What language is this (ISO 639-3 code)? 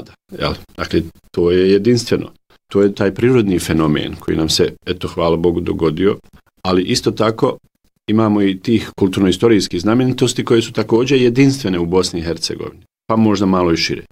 bos